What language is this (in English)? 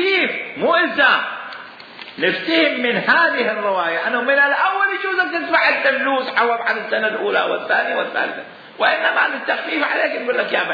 Mesopotamian Arabic